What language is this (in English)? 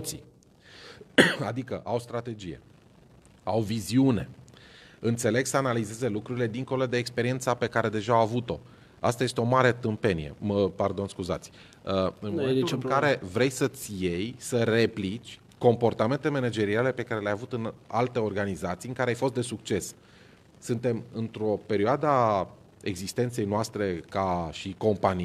Romanian